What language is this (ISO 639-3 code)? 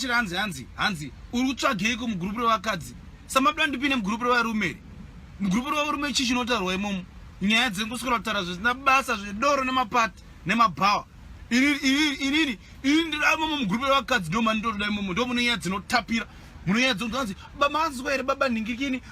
sna